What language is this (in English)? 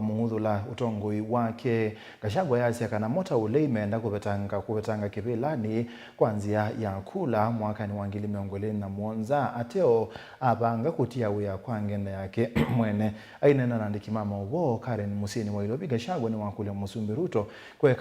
Kamba